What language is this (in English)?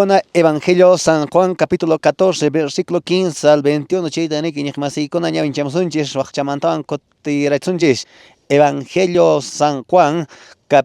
Quechua